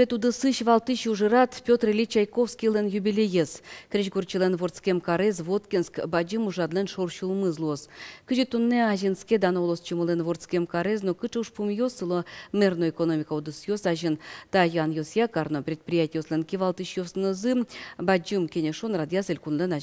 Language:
Udmurt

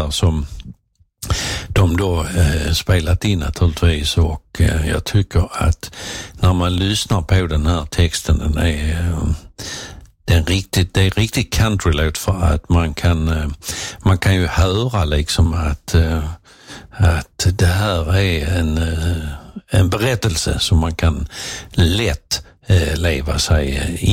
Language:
Swedish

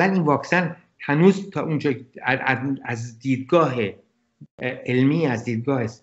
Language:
Persian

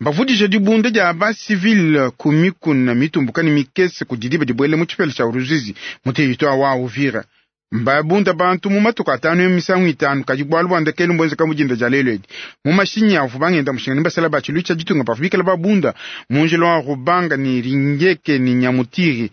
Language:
Luba-Lulua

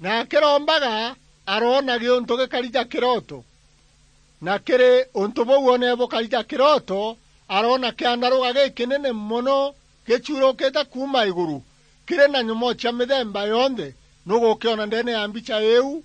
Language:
Meru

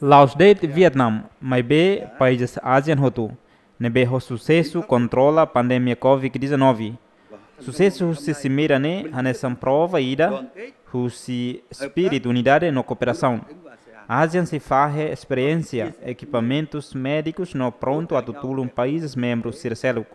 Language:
Tetum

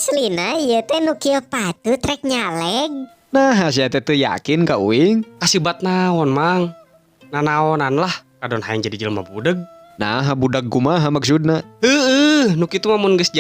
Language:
Sundanese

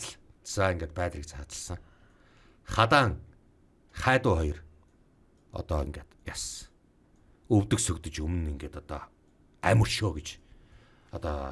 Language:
Mongolian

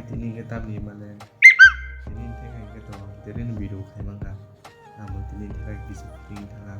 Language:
Kok Borok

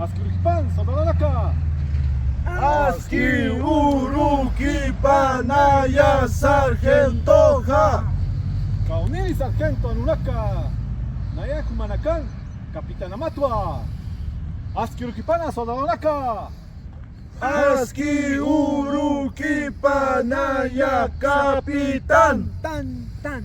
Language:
Aymara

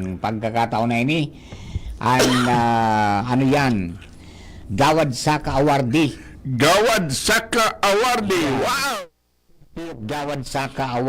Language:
Bikol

